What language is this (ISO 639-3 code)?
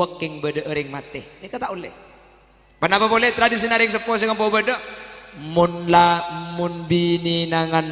mad